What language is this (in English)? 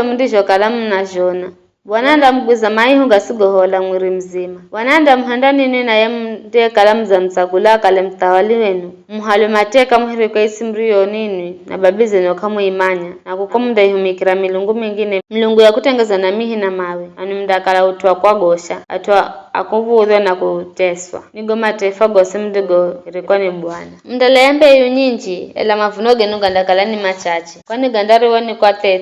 Giryama